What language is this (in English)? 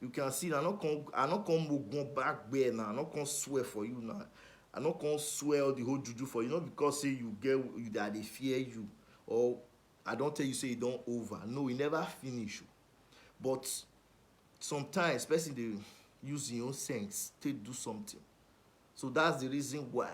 Nigerian Pidgin